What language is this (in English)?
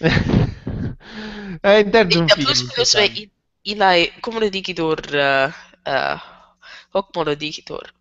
Latin